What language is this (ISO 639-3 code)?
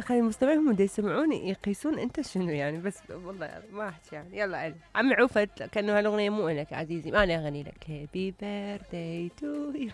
acm